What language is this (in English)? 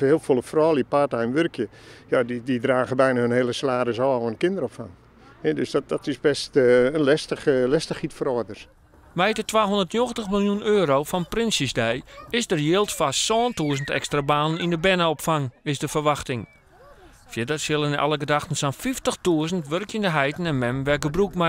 Western Frisian